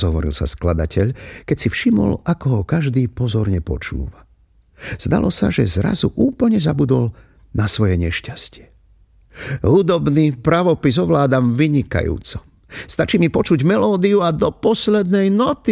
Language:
Slovak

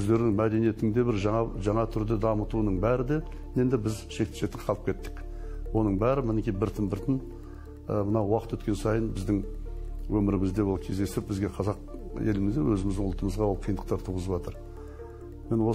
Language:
Kazakh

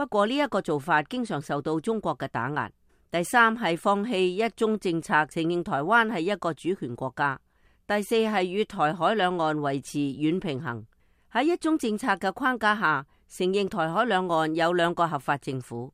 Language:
Cantonese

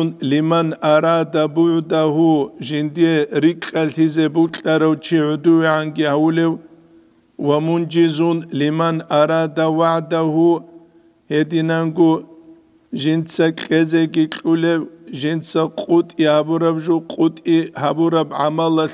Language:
Avaric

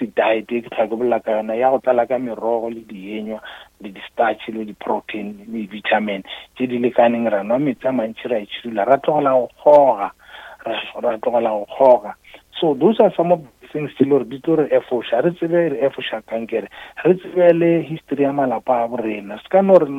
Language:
Northern Sotho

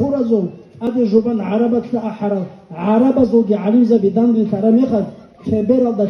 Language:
Avaric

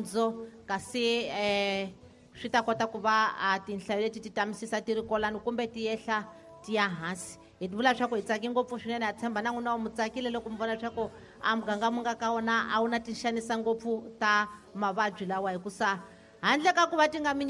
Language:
Tsonga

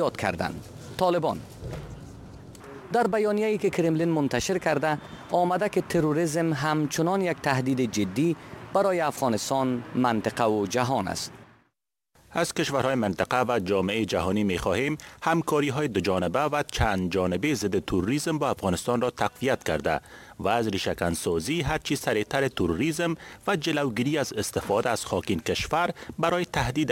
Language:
Persian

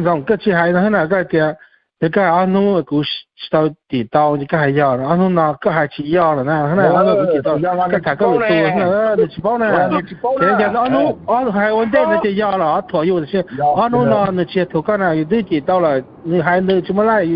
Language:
Hmong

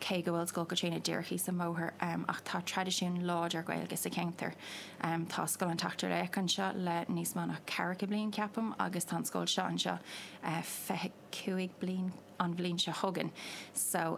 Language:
Irish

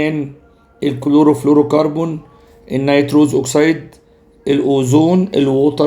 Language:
Egyptian Arabic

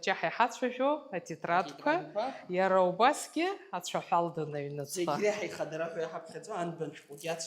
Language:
Abkhazian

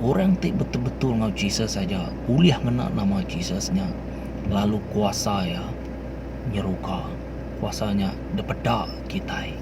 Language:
Iban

